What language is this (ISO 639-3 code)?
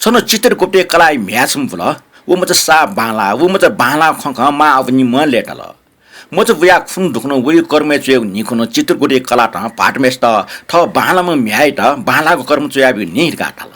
new